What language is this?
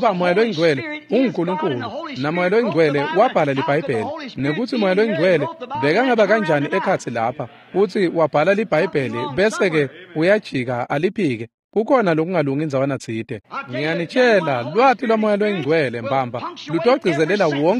Swati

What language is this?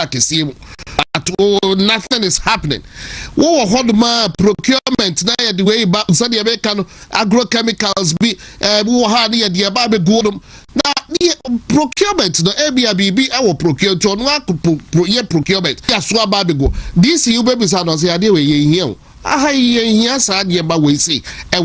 Akan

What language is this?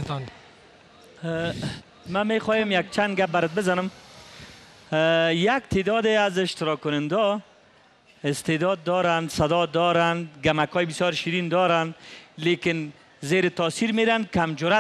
Persian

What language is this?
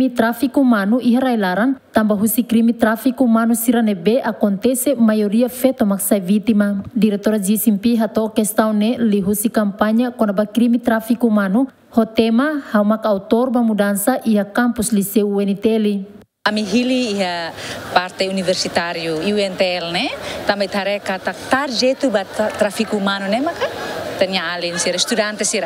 Tetum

